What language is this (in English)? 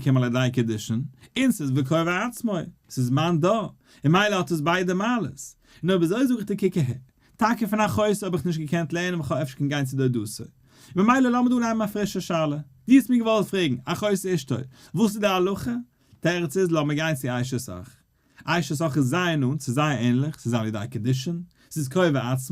Yiddish